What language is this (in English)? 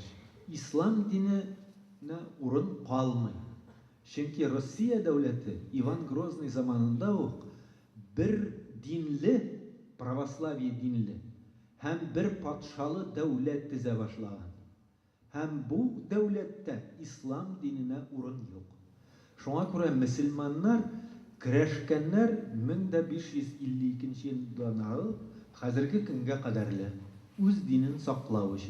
Bashkir